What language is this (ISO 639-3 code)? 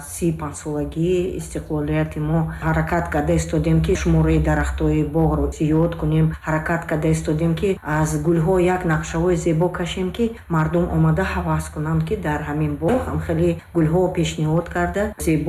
tgk